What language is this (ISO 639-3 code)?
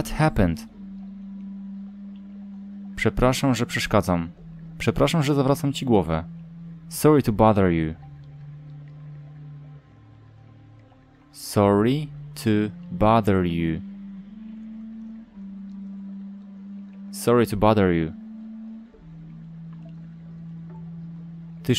pol